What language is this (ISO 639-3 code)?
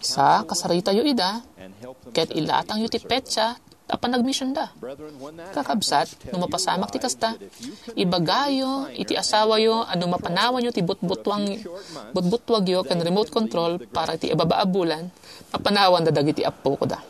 ilo